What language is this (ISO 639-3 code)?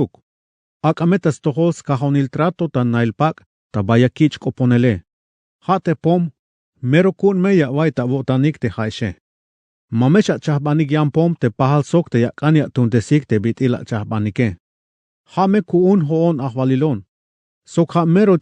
tzh